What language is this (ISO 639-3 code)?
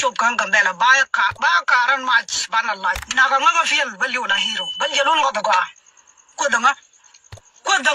nus